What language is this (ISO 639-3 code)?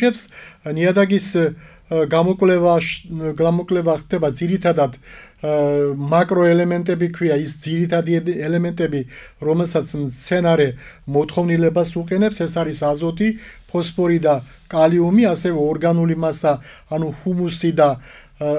kat